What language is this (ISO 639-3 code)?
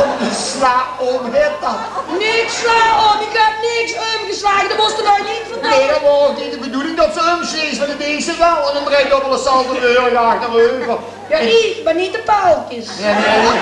lim